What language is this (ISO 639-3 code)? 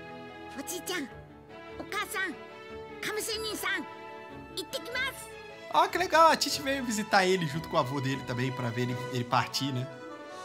por